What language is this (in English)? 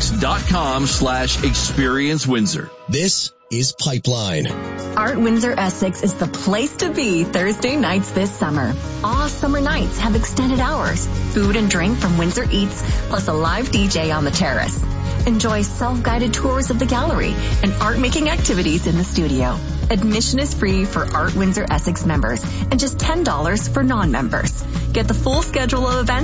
English